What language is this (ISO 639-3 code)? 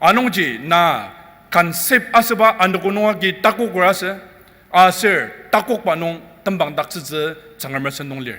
njo